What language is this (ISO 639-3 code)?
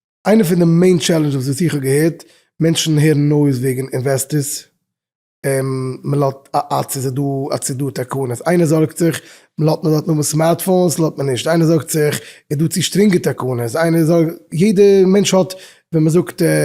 yid